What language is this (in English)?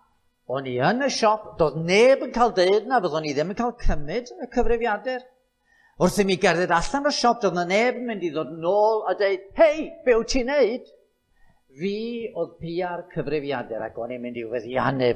Welsh